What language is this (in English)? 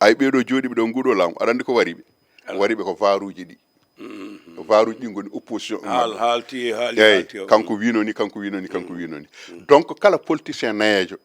Fula